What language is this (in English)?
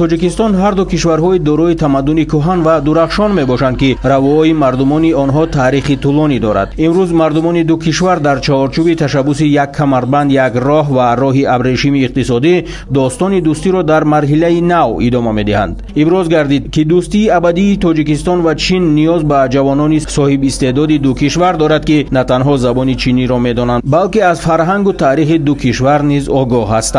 Tajik